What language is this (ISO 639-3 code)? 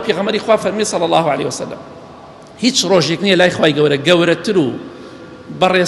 ckb